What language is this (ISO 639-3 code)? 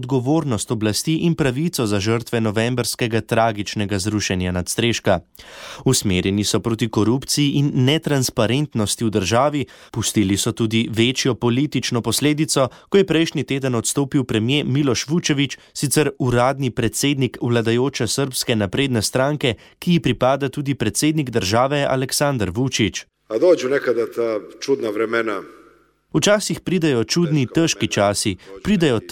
slv